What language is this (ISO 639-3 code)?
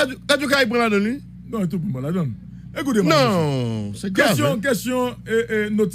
hat